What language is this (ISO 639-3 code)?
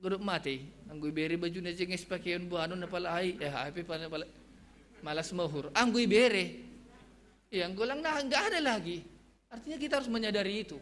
bts